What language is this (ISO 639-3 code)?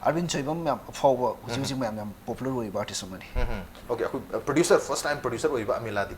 mni